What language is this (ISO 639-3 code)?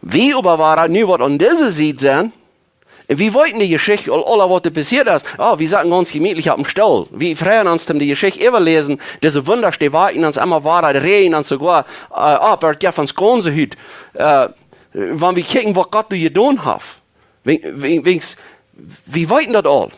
pdt